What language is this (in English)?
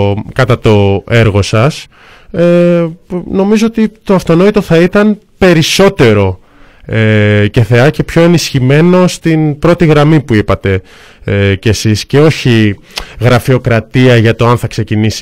Greek